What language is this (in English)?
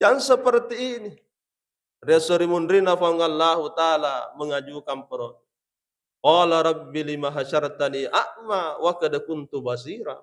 Buginese